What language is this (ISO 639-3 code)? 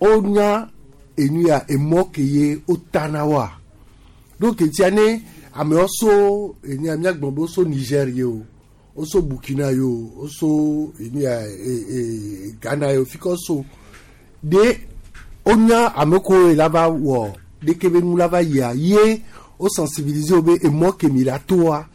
gej